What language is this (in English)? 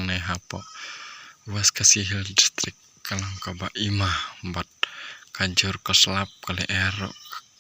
Khasi